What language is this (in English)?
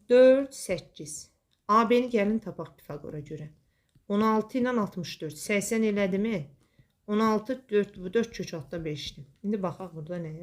Azerbaijani